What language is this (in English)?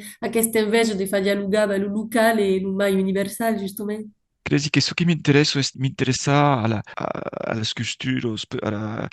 Occitan